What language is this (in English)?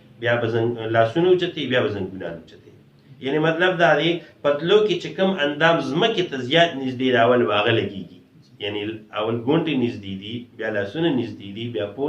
Pashto